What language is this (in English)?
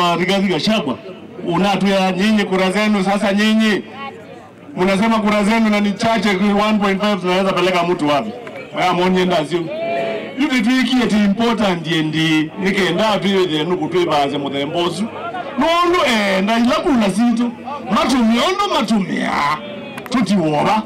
Kamba